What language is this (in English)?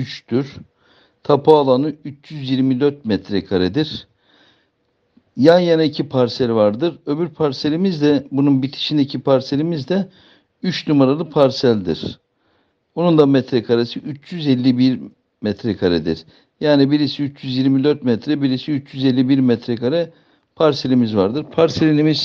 Turkish